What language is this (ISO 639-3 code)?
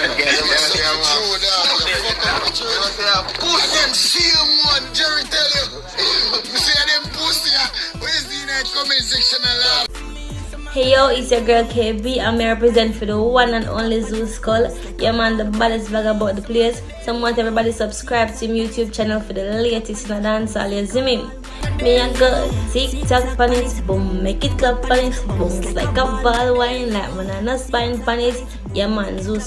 jam